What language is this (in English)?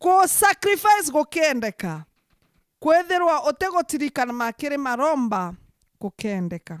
Meru